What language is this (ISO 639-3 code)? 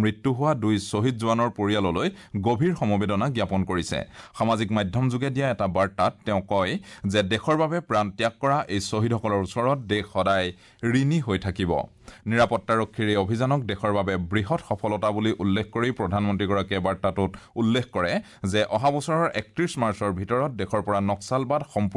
asm